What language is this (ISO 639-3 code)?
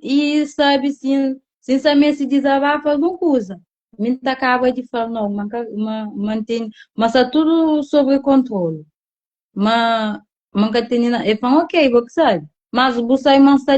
kea